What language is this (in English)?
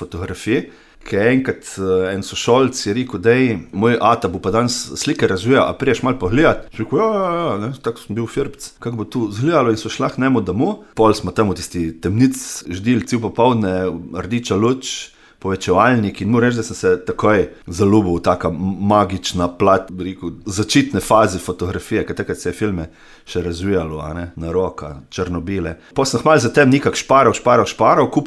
Slovenian